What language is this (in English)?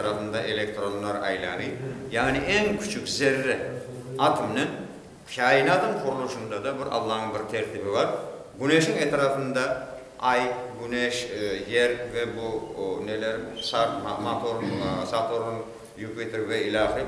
Crimean Tatar